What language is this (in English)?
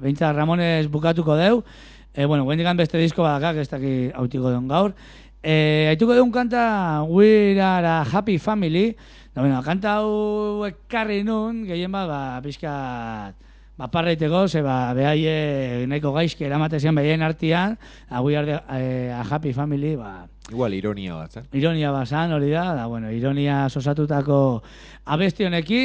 Basque